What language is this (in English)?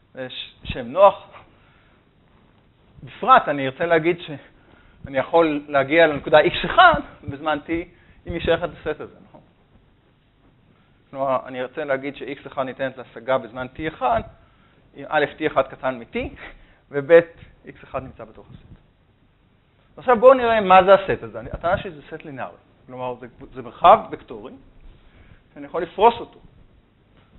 Hebrew